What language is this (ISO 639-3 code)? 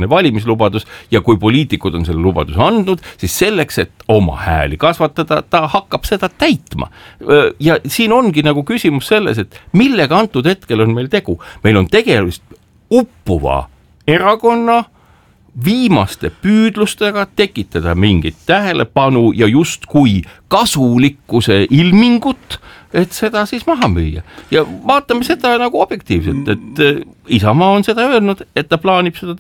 est